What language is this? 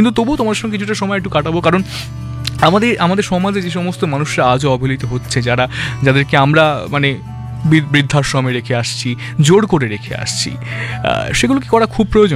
Bangla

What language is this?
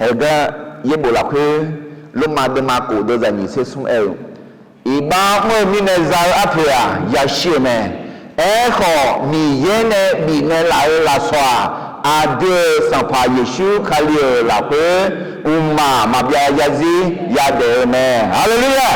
Akha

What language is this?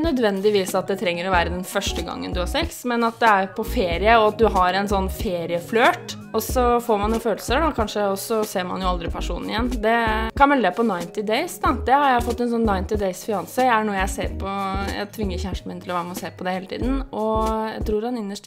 Norwegian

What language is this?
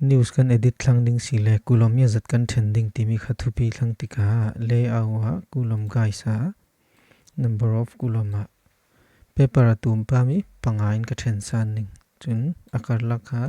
Falam Chin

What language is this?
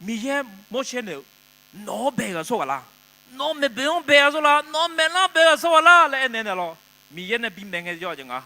Akha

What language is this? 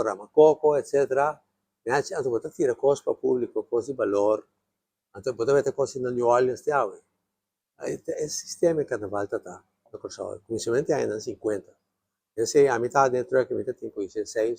Papiamento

